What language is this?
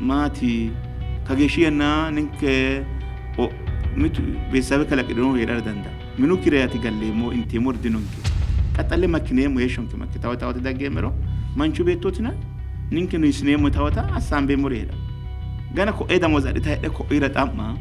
Sidamo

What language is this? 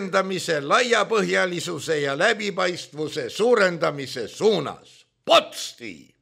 Estonian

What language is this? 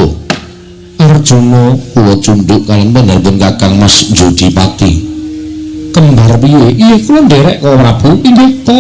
Javanese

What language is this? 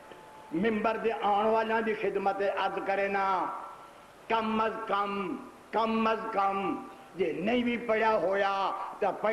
Saraiki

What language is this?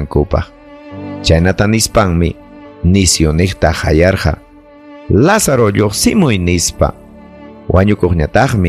Ayacucho Quechua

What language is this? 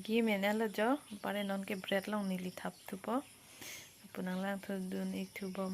Karbi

